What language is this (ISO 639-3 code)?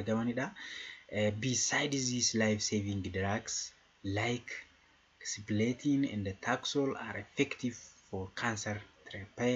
orm